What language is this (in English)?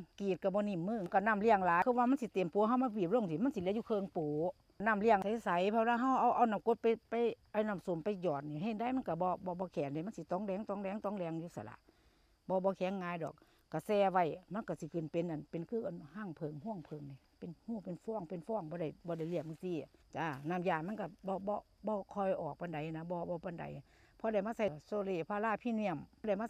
Northeastern Thai